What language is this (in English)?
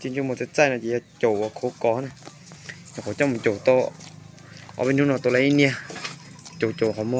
Hmong